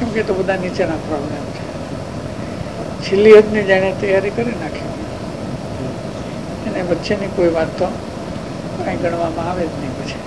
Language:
Gujarati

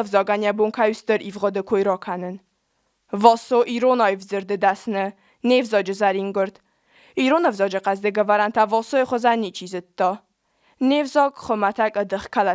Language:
Ossetic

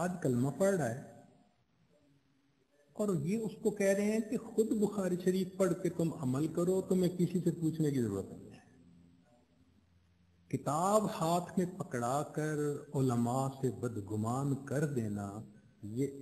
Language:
Urdu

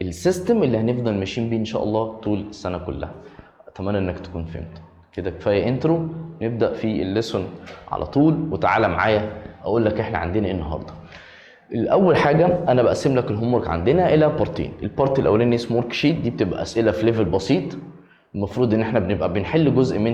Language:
Egyptian Arabic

